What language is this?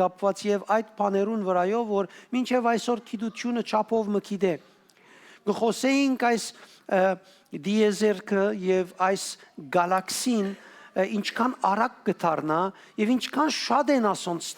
Western Armenian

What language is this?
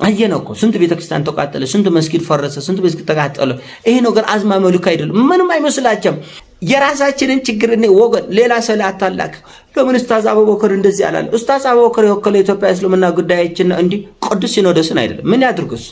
Amharic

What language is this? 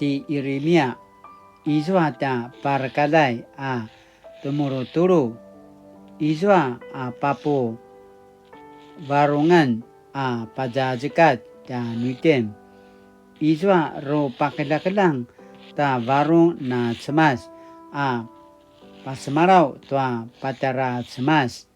Paiwan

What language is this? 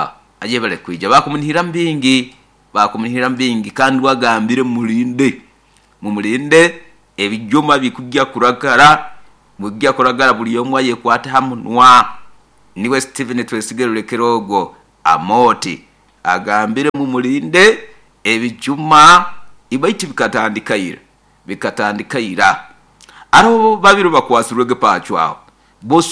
Nyoro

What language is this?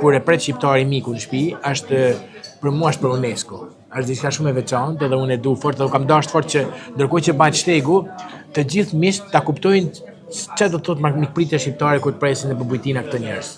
Albanian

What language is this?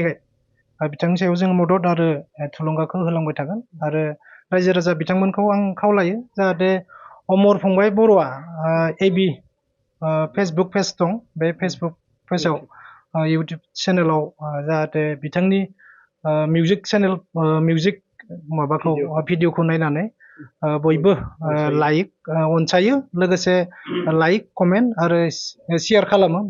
Bodo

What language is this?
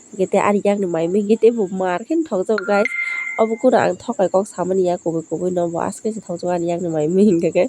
Kok Borok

